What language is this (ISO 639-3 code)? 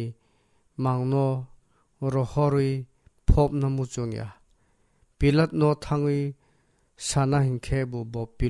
trp